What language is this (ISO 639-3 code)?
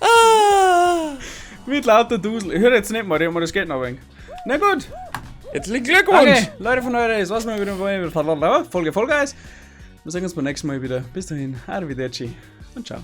bar